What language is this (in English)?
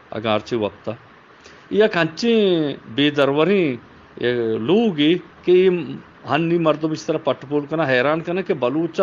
Eastern Balochi